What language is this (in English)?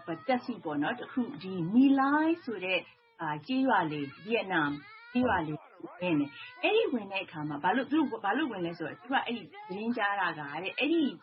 Burmese